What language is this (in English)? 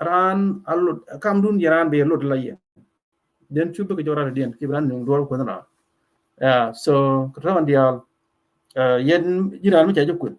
Nuer